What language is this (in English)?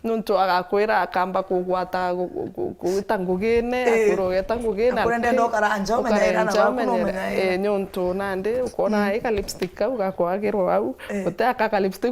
Meru